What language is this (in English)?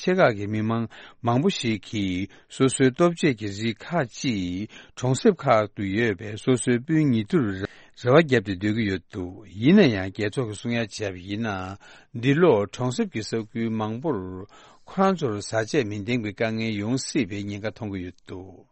Tibetan